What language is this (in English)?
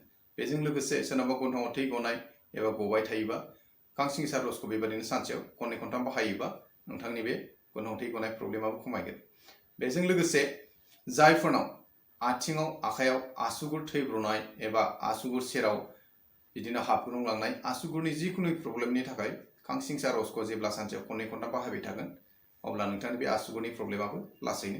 Bodo